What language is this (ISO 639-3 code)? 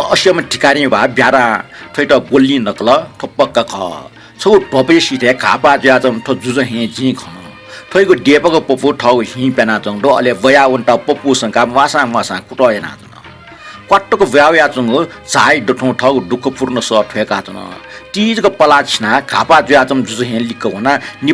new